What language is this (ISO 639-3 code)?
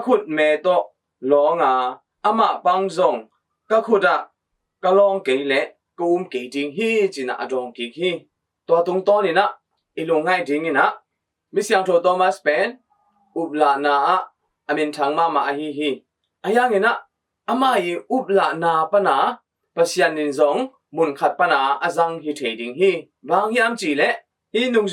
ctd